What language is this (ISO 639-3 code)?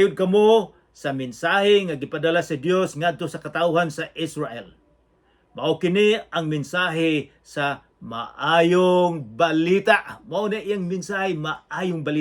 ceb